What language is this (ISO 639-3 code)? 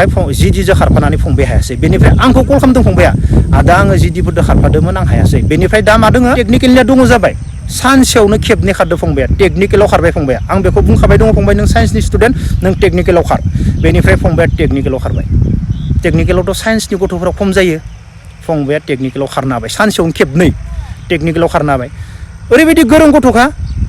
brx